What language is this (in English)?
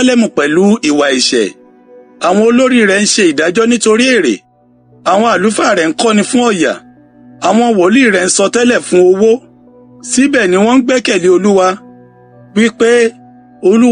Yoruba